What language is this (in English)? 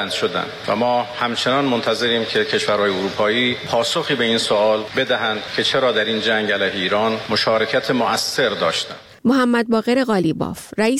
Persian